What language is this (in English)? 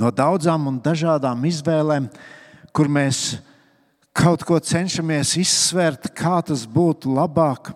Latvian